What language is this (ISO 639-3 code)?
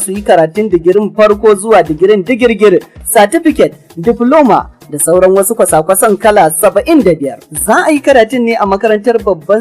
hau